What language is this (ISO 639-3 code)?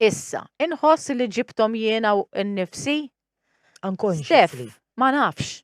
mlt